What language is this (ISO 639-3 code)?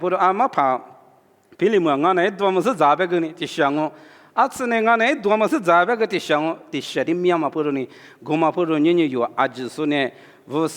lis